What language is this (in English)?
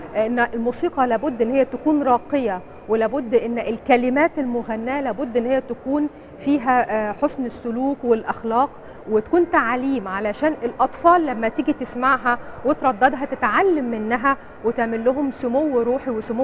Egyptian Arabic